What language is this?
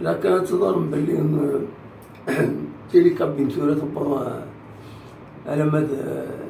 Kabyle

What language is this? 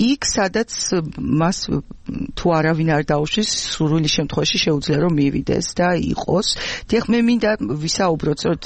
Georgian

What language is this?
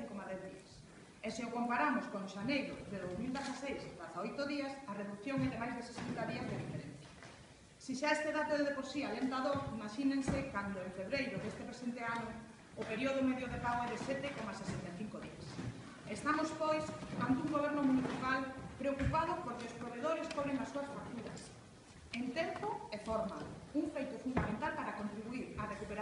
Galician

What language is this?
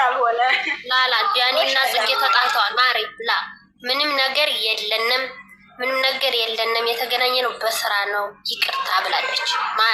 Amharic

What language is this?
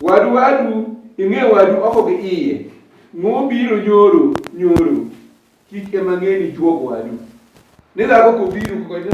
Luo (Kenya and Tanzania)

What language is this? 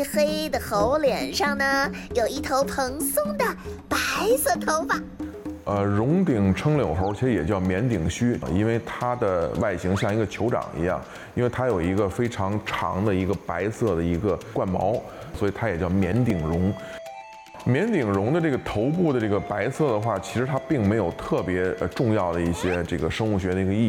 Chinese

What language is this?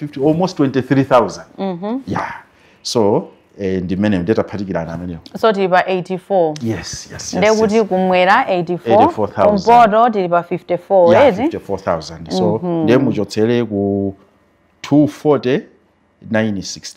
Nyanja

